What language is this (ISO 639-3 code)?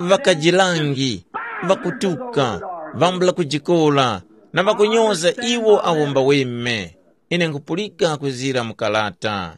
tum